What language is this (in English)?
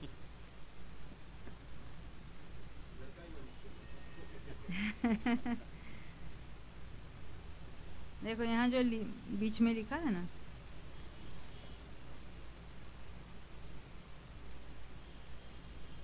Hindi